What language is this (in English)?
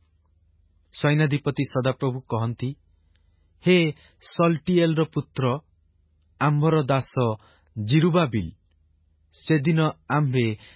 Odia